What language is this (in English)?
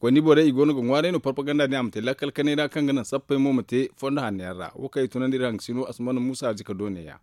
Zarma